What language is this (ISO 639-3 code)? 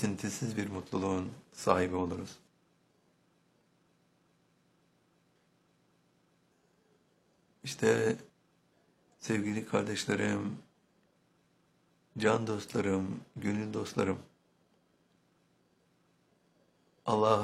tur